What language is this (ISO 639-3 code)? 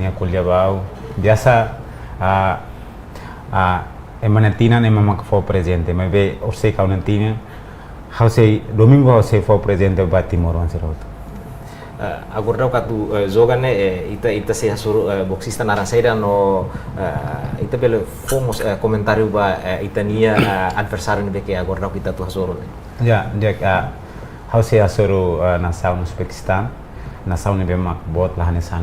tet